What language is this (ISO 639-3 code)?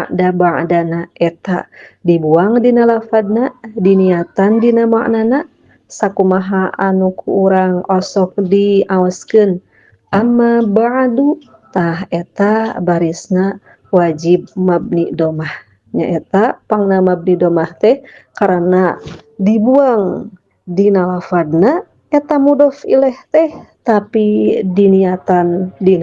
sun